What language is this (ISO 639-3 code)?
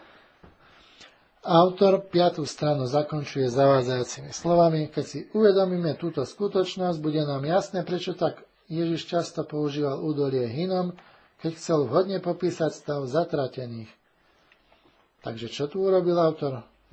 slk